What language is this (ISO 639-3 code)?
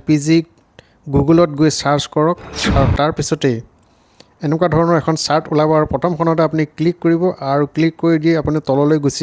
asm